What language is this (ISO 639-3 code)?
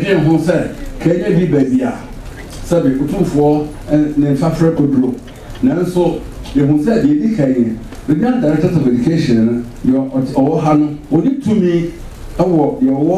aka